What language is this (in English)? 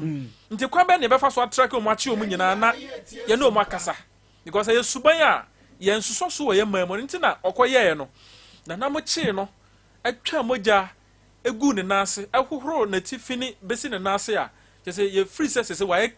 Akan